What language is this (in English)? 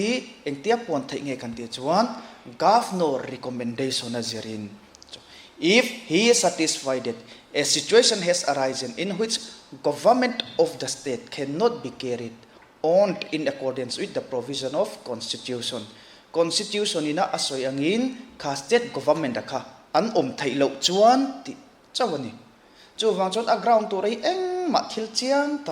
Mizo